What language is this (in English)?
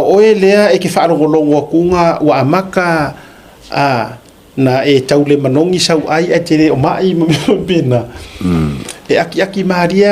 Samoan